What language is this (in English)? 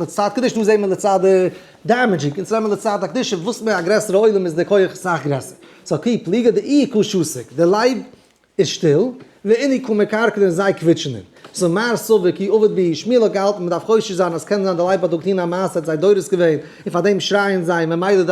Yiddish